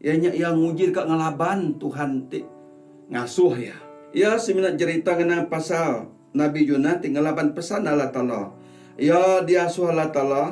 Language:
Iban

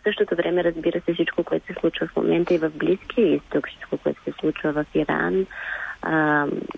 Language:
Bulgarian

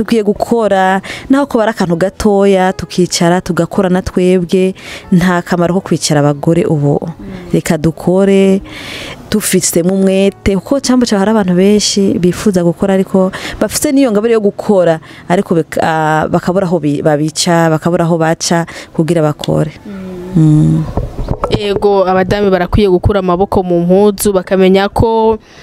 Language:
Rundi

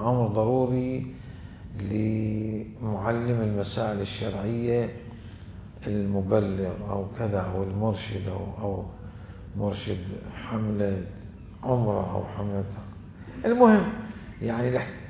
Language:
Mesopotamian Arabic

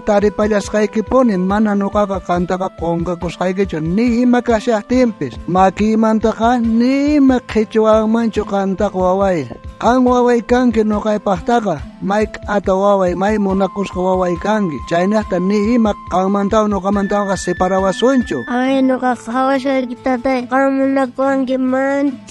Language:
South Bolivian Quechua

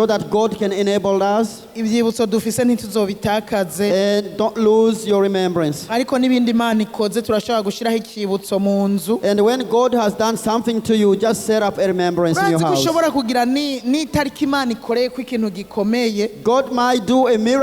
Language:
Rundi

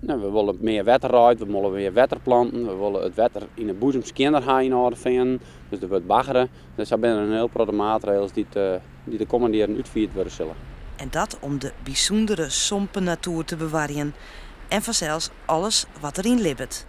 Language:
Western Frisian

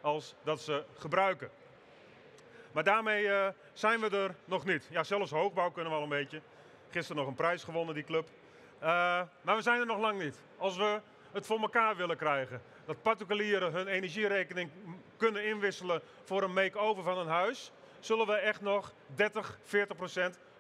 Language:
Dutch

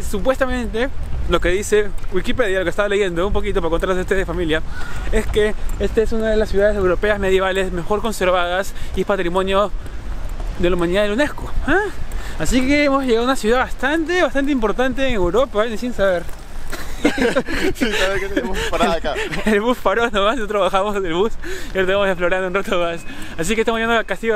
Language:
Spanish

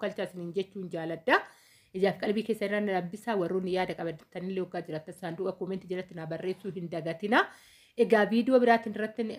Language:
Oromo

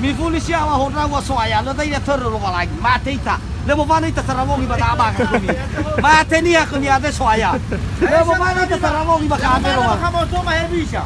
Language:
Nias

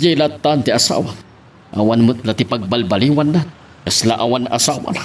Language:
Iloko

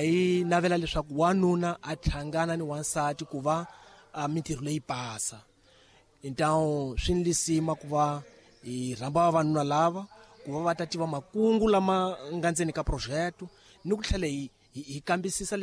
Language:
Tsonga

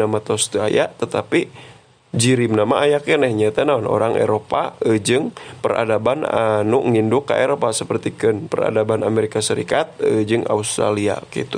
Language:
Sundanese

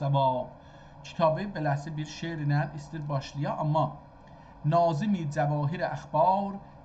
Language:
South Azerbaijani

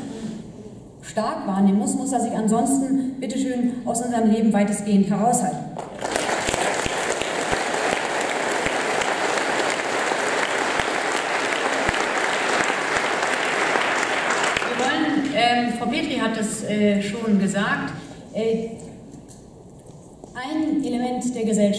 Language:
German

